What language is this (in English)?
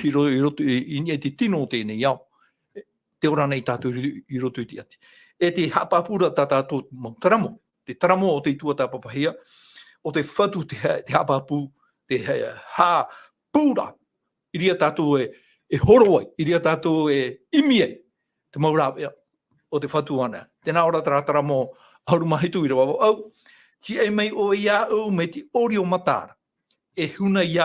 Tahitian